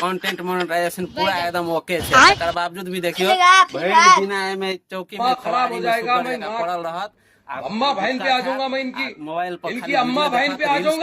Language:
Maithili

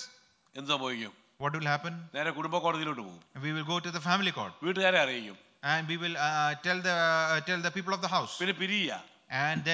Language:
Malayalam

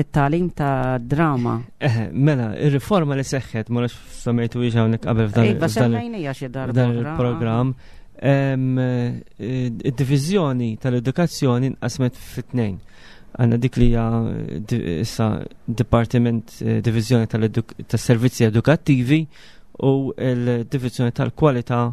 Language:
Maltese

